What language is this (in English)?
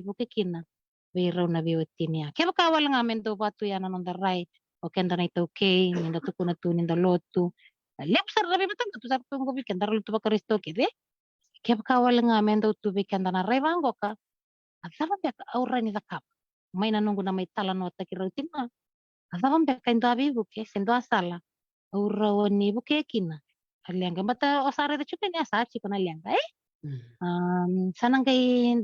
Fijian